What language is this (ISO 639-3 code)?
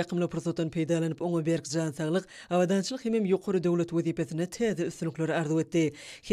tuk